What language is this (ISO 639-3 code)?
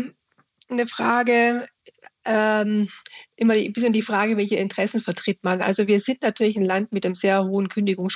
deu